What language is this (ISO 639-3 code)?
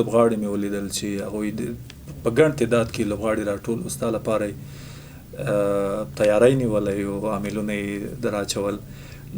pus